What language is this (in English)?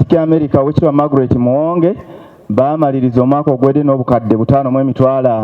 Ganda